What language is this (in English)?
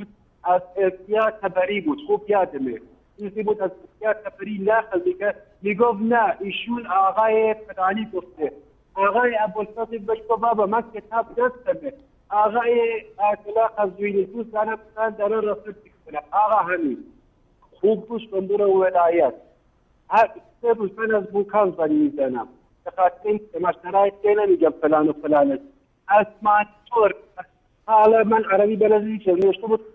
Persian